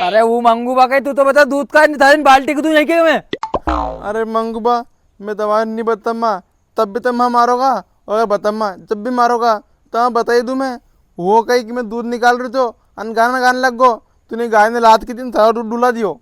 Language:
Rajasthani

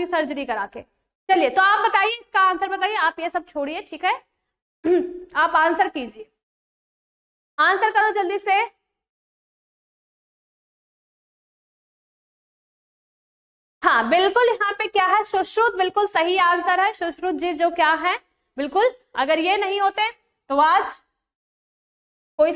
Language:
Hindi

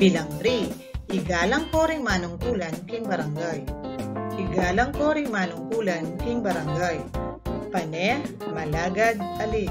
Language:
Pampanga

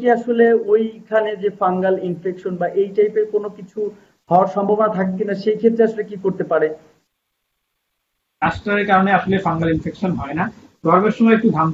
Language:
Bangla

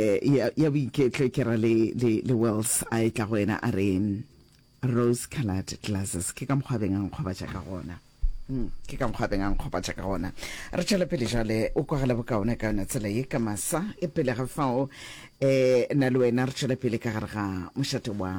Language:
Northern Sotho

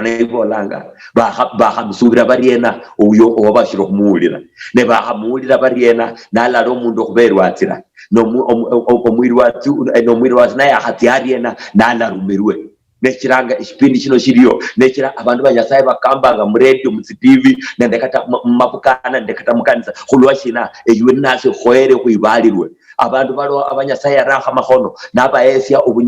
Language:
Luyia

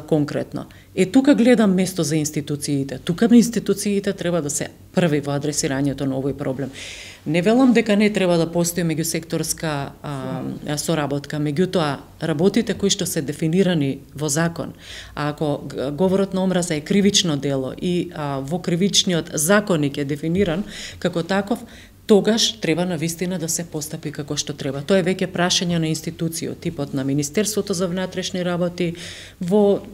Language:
Macedonian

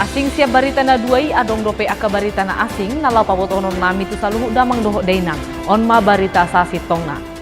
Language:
Batak Toba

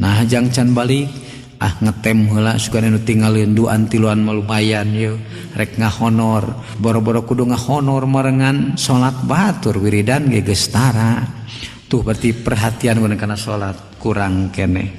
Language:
Sundanese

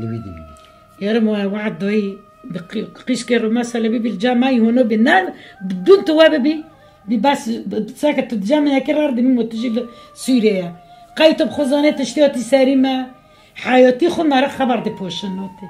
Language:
Kurdish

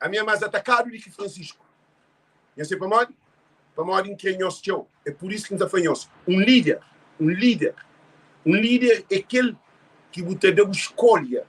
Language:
Kabuverdianu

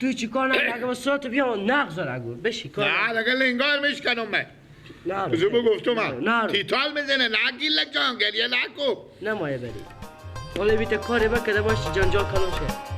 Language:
Persian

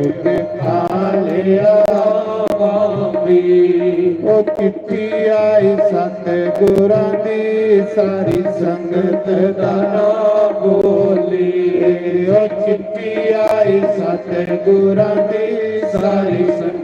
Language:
Dogri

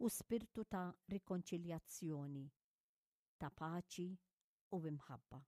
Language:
Maltese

